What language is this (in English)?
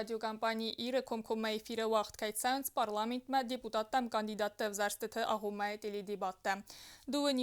Ossetic